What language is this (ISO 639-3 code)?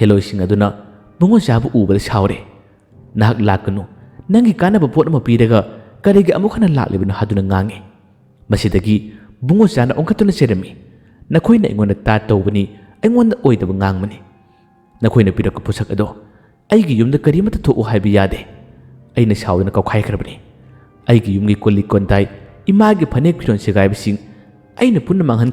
mni